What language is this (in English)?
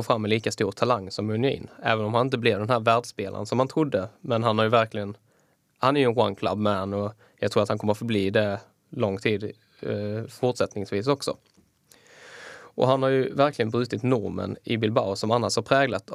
Swedish